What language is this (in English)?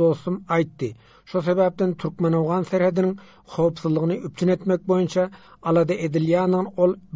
Turkmen